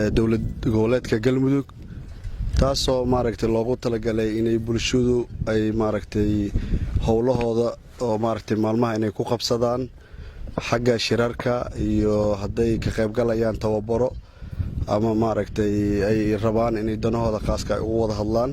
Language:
Somali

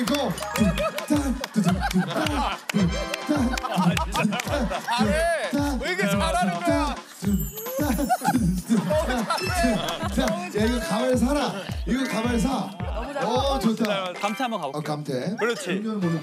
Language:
Korean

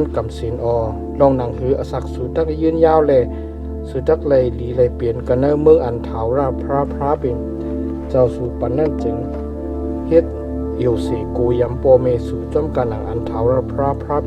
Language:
Shan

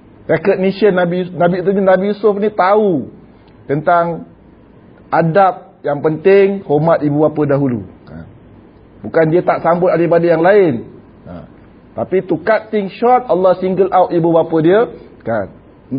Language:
Malay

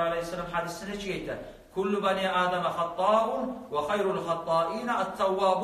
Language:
Kumyk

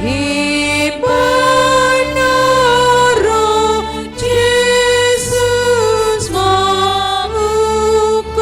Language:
Batak Simalungun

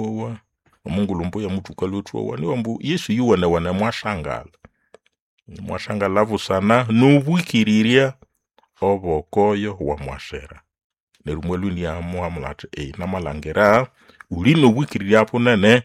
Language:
Nande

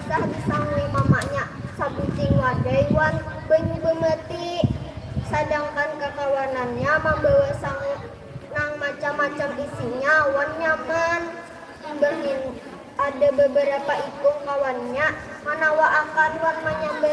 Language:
Banjar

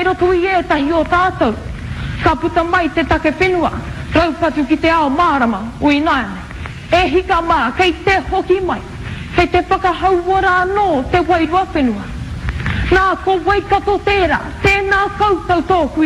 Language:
Māori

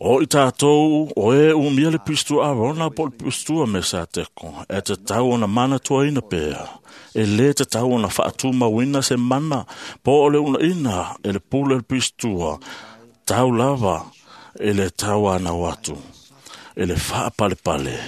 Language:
Samoan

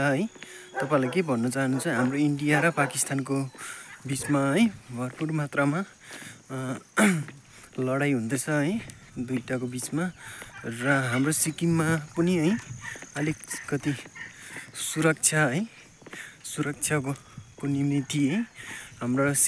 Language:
Nepali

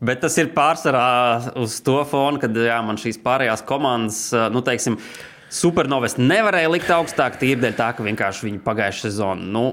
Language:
Latvian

